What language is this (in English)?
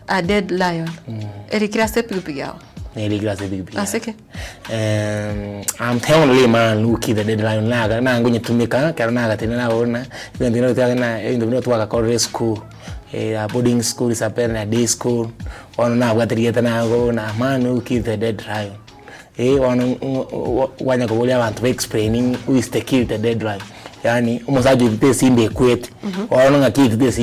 Gusii